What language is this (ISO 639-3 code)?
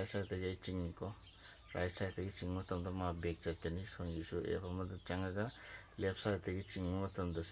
mni